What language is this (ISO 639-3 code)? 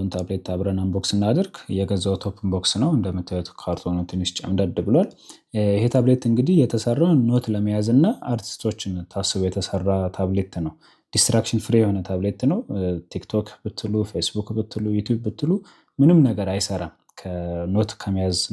amh